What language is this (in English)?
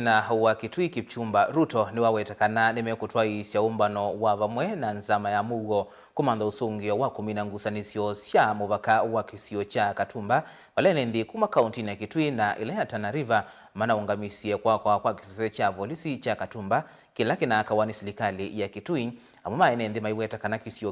Kamba